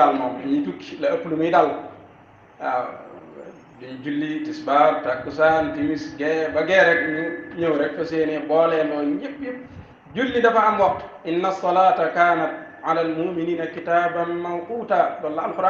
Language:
Wolof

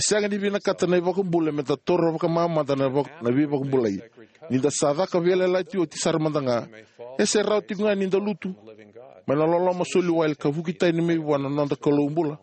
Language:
Fijian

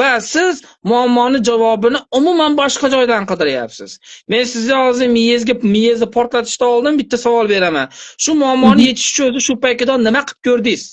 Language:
Uzbek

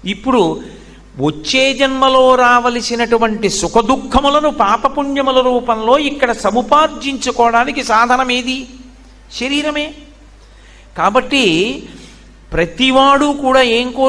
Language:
Telugu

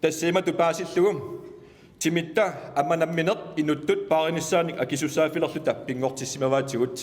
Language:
Kalaallisut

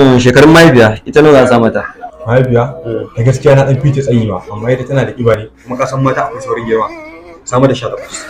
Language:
Hausa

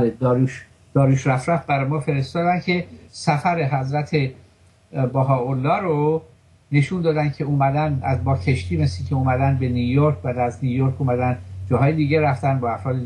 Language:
Persian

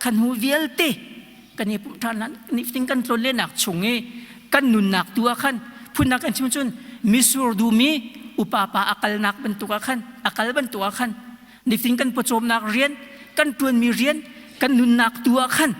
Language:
Hakha Chin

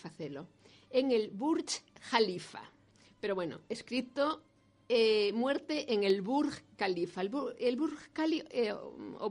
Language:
Galician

